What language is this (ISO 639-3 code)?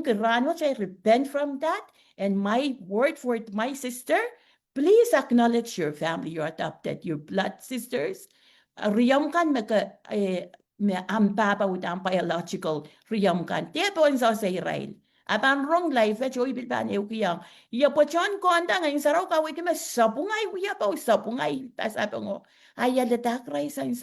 pon